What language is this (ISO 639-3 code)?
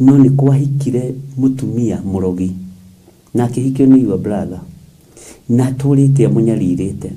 kik